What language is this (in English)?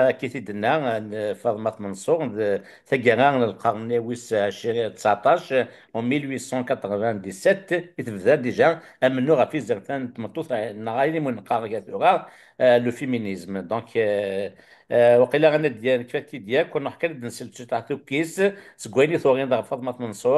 Kabyle